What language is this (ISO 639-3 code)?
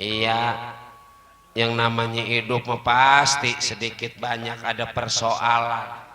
bew